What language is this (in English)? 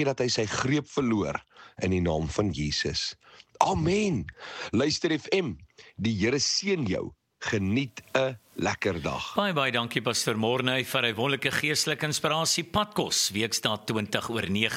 Afrikaans